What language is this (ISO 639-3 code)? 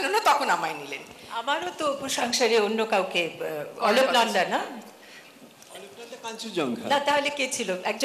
ben